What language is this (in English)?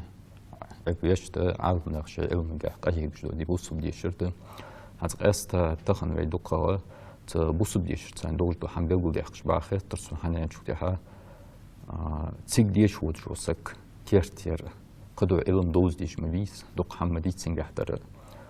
Ingush